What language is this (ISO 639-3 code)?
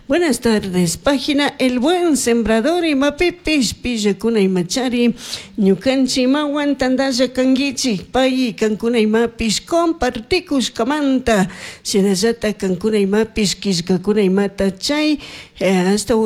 qug